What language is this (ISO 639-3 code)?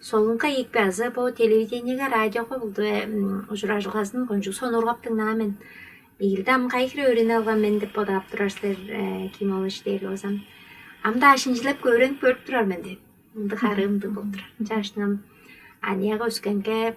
tyv